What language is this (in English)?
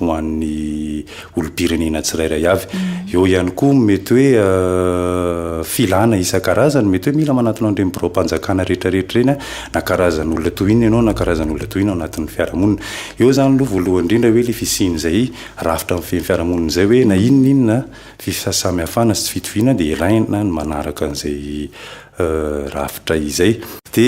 Malagasy